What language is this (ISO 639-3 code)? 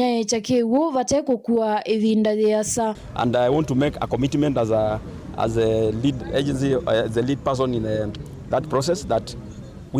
kam